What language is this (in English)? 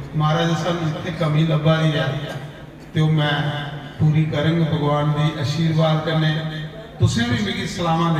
Dogri